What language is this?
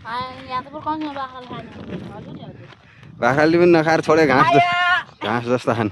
Nepali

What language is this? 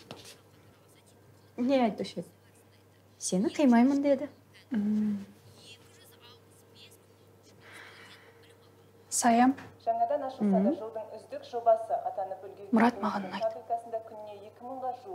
Kazakh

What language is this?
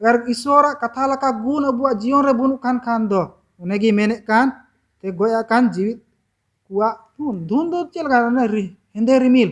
Santali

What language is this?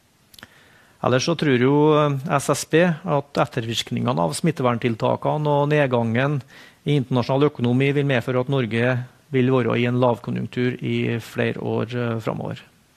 Norwegian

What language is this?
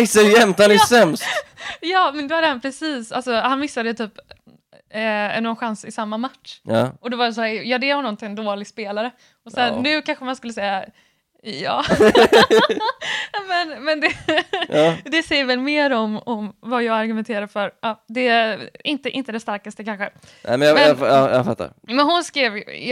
Swedish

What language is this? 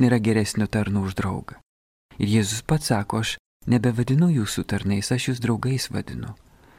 Lithuanian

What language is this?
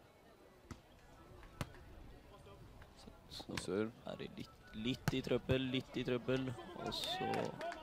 Norwegian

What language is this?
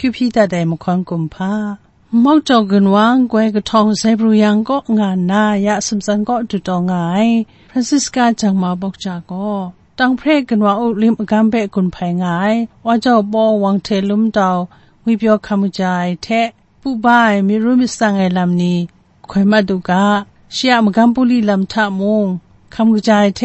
Kachin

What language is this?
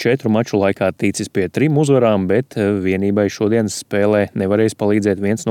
Latvian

